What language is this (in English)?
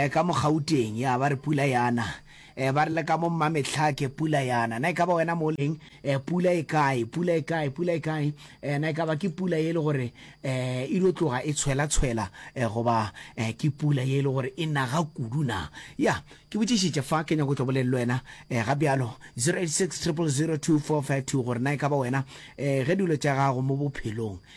Northern Sotho